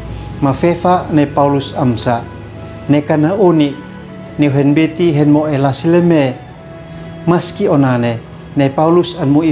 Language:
Uab Meto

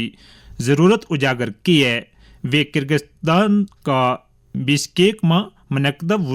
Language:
Gujari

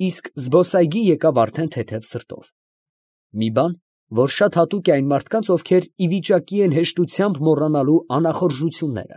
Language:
Armenian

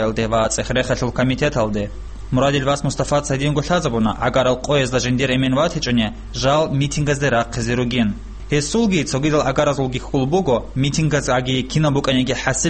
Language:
Avaric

